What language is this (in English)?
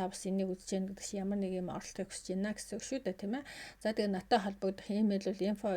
Mongolian